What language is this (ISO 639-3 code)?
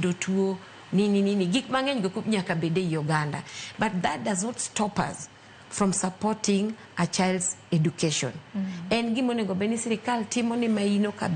luo